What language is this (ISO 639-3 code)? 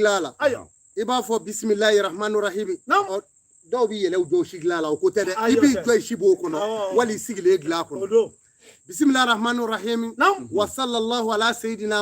bam